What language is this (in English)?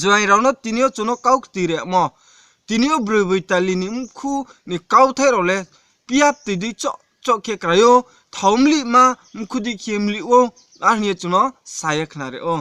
Riang (India)